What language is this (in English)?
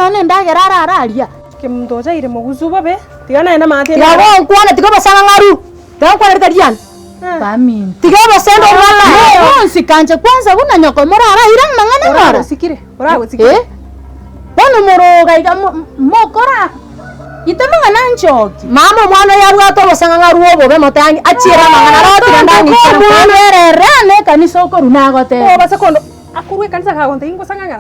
Gusii